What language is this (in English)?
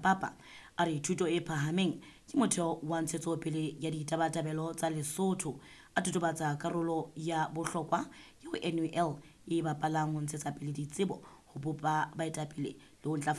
Southern Sotho